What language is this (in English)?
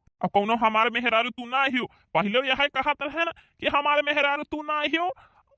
Awadhi